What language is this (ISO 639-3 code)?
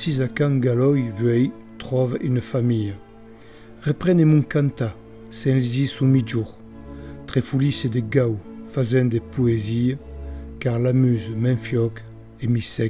oci